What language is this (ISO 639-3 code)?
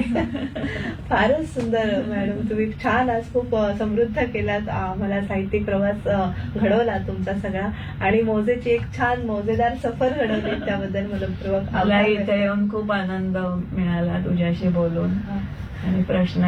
mar